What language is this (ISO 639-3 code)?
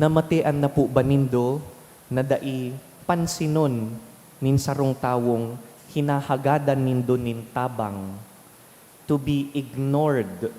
bik